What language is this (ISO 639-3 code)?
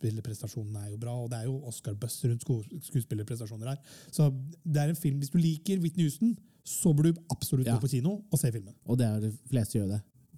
nor